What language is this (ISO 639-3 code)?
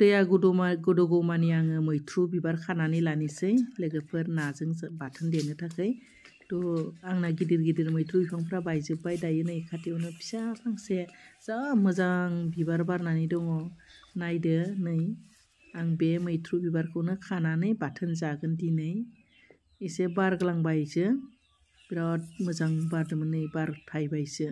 brx